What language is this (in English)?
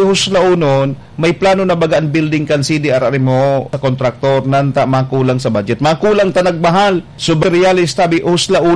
Bikol